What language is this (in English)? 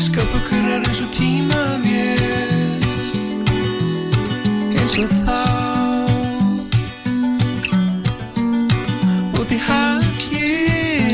Icelandic